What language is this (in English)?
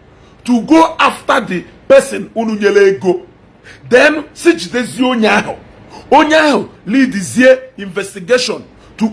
Igbo